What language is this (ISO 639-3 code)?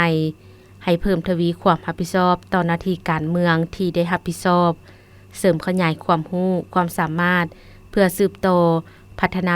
lao